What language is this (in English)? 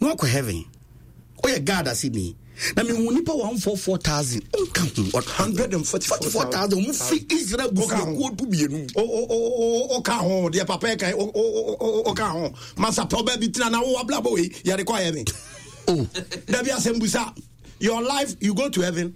Akan